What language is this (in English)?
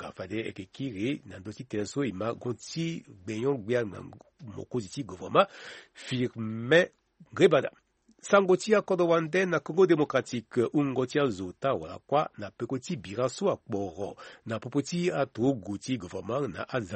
Sango